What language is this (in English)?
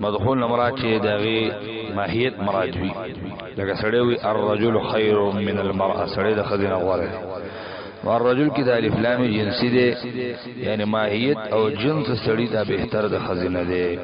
Pashto